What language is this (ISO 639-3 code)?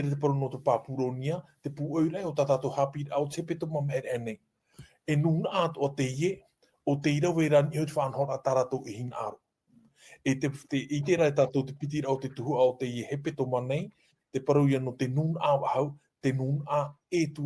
tah